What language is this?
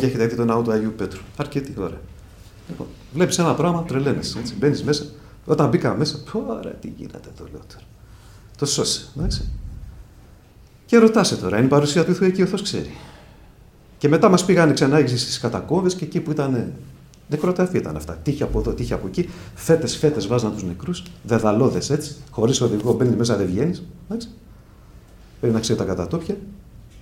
Greek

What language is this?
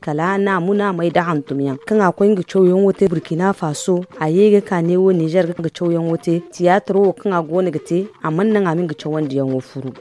Zarma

